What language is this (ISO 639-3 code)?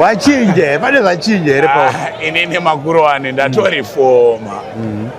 sna